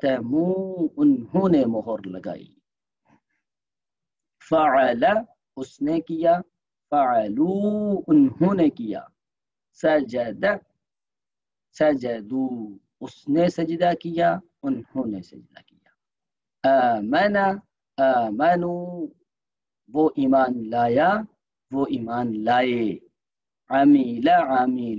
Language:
Urdu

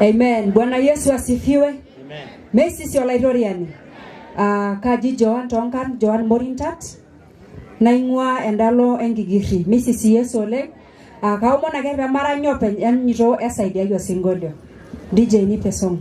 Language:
Masai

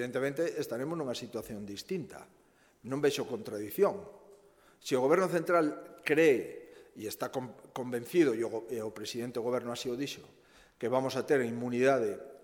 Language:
Galician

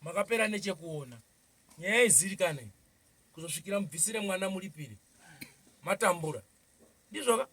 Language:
Shona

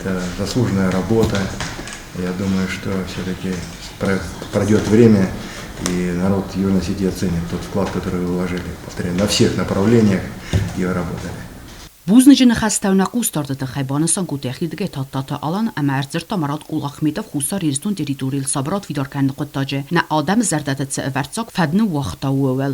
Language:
Ossetic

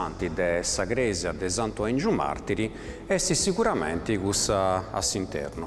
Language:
Sardinian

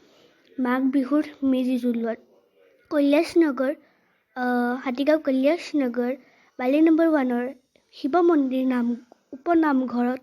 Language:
Assamese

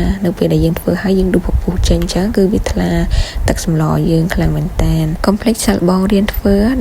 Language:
Khmer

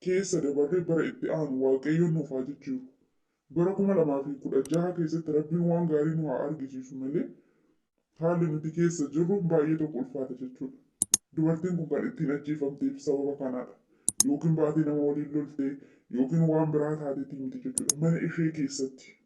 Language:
Oromo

